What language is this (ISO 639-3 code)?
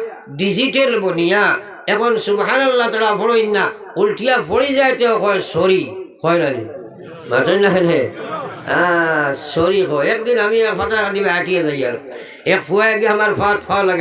syl